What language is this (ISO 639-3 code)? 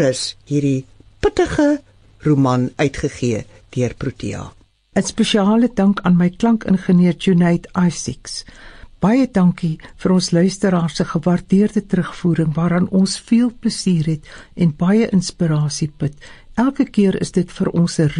afr